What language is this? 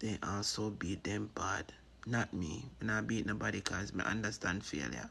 Jamaican Creole English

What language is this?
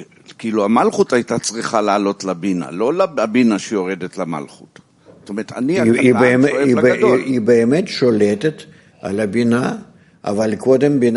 Hebrew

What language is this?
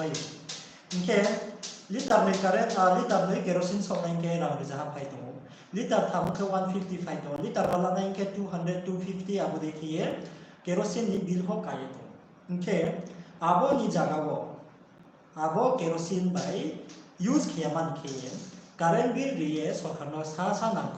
Riang (India)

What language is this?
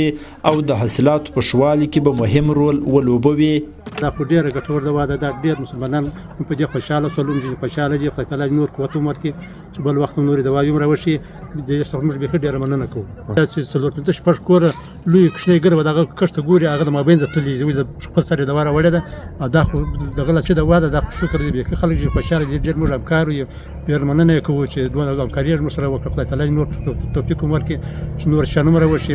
Pashto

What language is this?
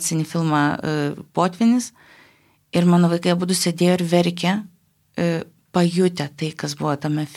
Lithuanian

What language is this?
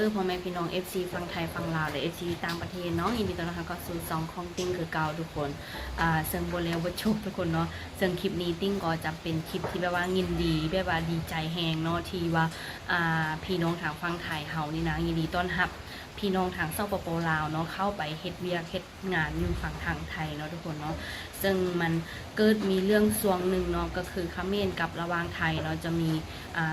Lao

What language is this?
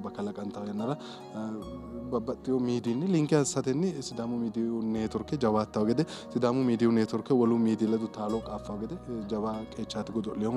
Sidamo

